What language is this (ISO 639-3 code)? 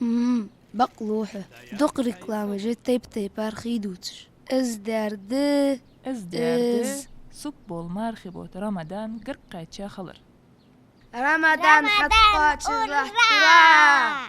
inh